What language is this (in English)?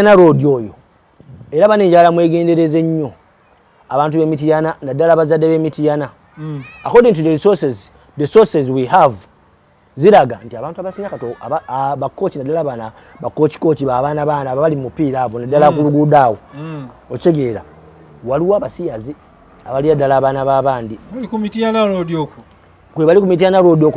Ganda